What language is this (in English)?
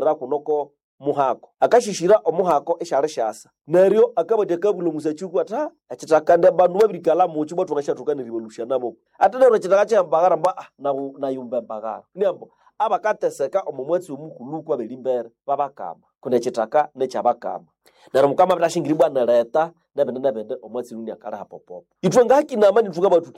Nande